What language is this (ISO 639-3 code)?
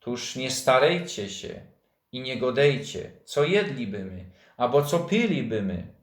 szl